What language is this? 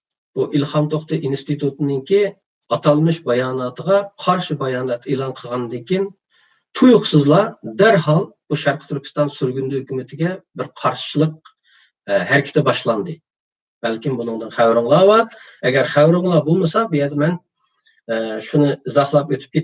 Uyghur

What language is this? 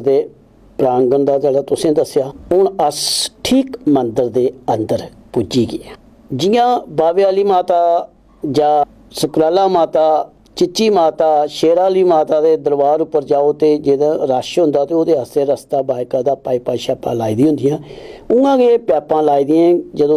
Dogri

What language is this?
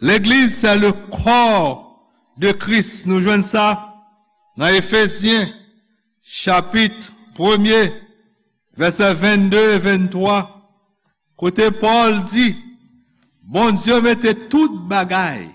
Haitian Creole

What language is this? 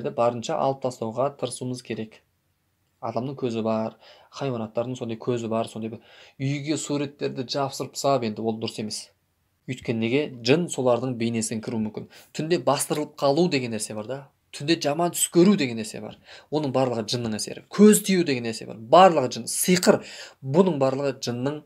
Kazakh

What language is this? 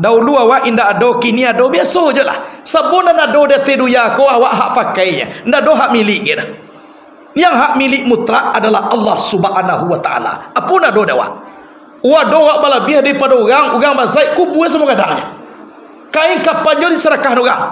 Minangkabau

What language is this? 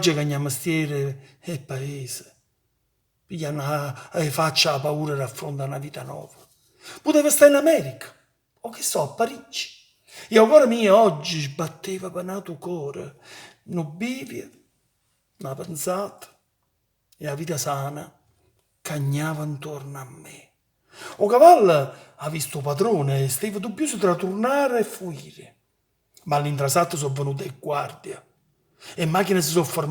Neapolitan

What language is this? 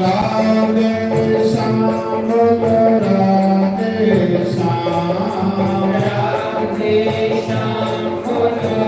Dogri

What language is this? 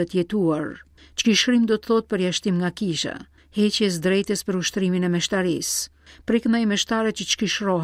Albanian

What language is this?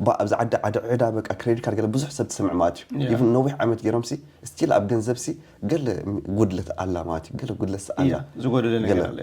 Tigrinya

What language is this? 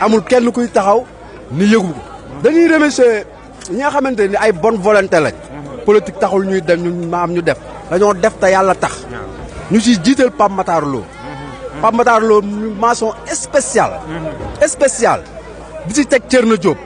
Wolof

